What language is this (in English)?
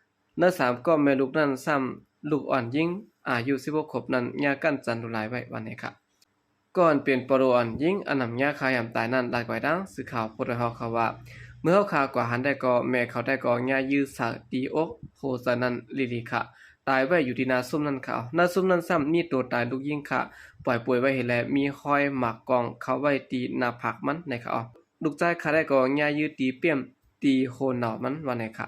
Shan